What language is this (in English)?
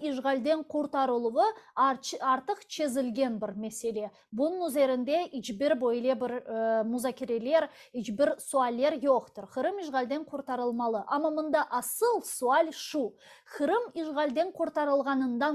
Crimean Tatar